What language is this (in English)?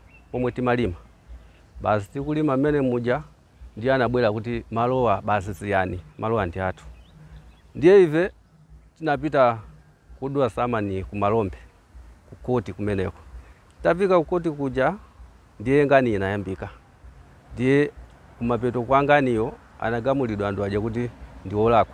Nyanja